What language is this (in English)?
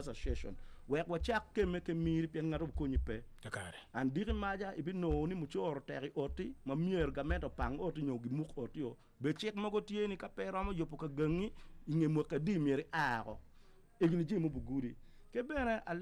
Acoli